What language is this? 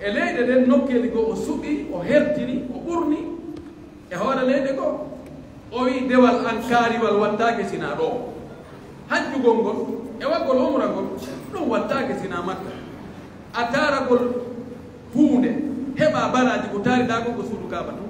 Pular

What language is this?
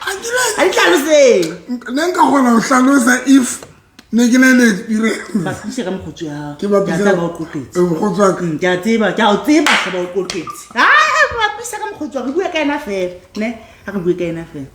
Southern Sotho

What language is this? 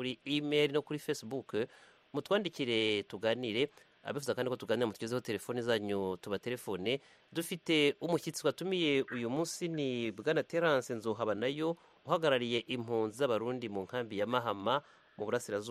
Kinyarwanda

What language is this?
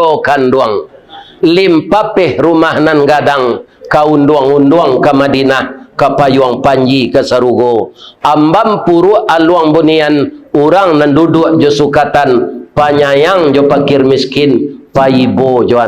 Minangkabau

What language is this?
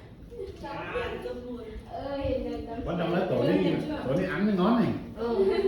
Lao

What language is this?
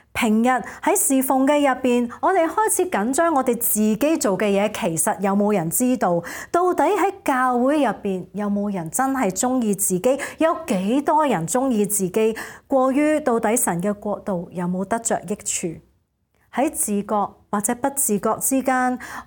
Cantonese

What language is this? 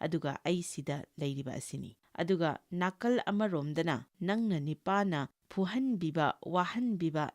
Manipuri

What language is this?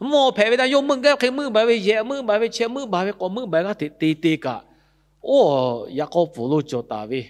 Lahu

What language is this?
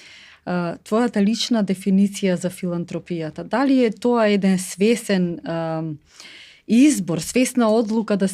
Macedonian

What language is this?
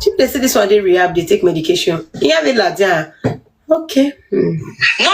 Nigerian Pidgin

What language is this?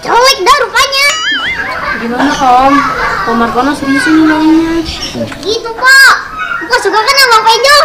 Betawi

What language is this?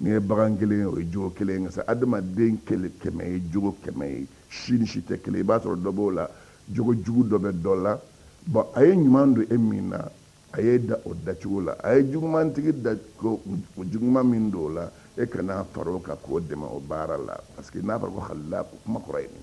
Bambara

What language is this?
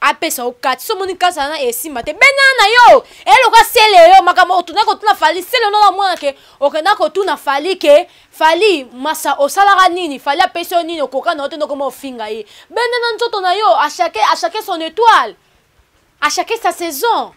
Lingala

